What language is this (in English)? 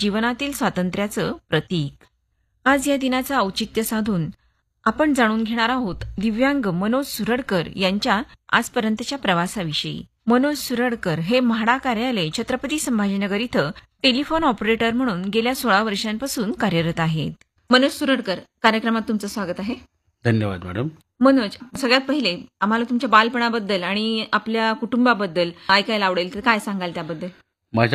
Marathi